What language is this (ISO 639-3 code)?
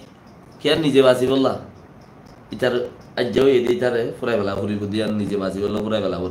rhg